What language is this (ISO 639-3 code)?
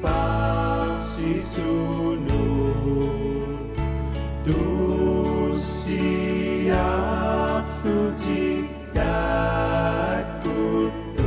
kal